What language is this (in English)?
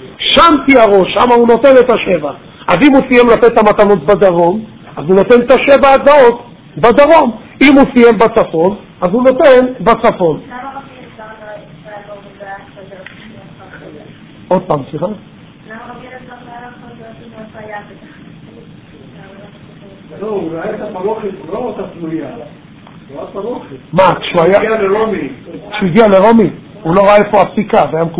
Hebrew